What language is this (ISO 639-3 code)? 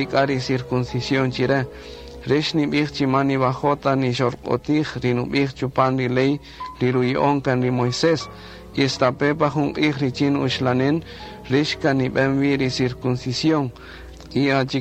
cak